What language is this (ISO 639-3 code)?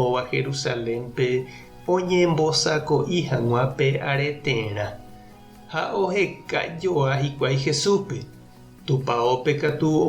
grn